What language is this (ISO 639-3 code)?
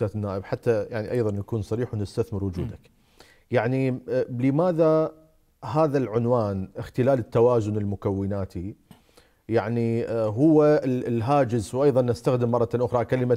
acm